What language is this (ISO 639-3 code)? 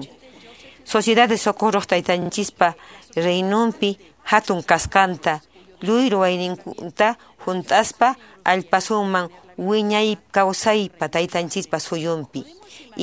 que